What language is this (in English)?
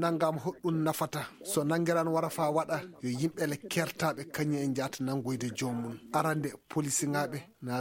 Fula